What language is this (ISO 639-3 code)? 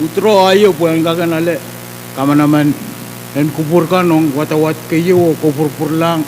pon